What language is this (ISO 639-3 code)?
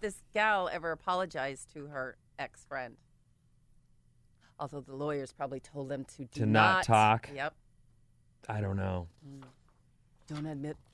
eng